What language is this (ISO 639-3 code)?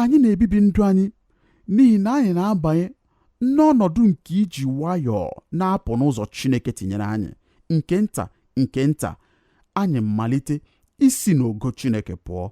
ibo